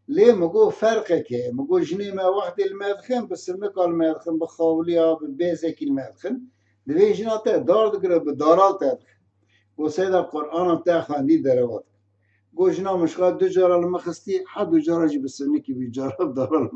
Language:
Kurdish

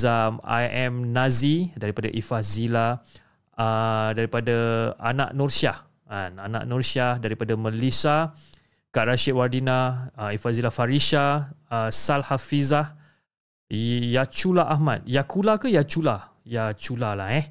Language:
Malay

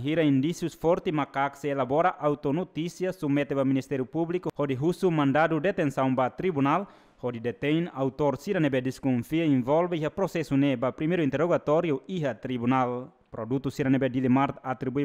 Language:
Tetum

